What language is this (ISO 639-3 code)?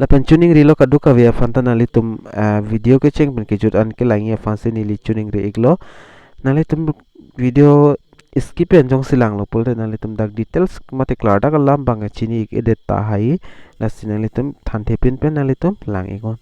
mjw